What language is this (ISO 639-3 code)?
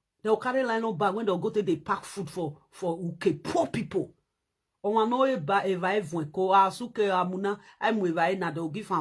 pcm